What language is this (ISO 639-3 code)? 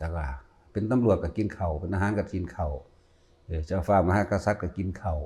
lao